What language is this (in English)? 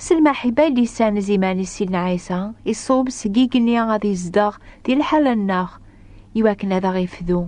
Kabyle